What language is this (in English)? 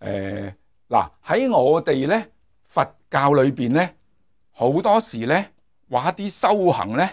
Cantonese